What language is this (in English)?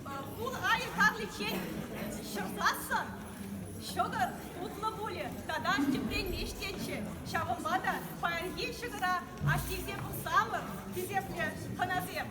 Chuvash